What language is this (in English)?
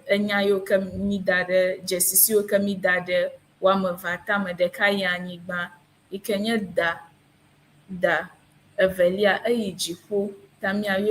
Ewe